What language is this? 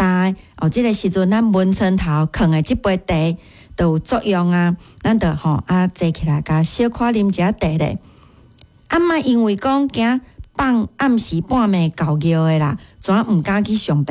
Min Nan Chinese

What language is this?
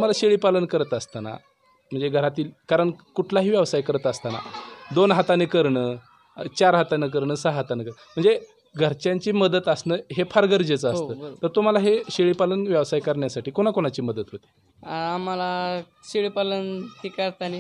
Marathi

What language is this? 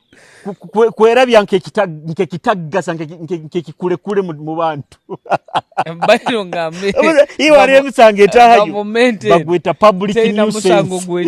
Nyoro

